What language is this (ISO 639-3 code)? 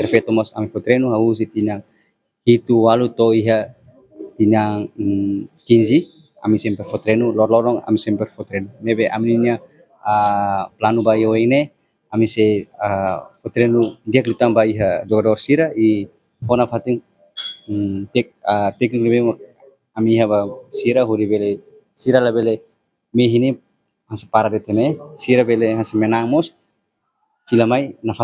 tet